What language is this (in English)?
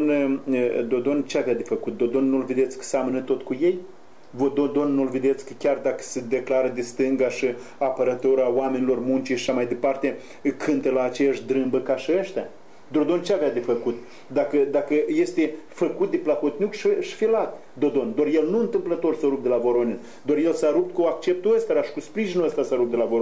Romanian